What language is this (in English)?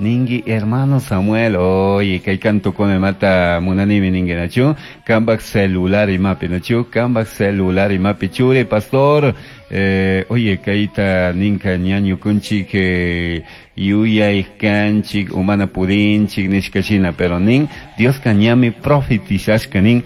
Chimborazo Highland Quichua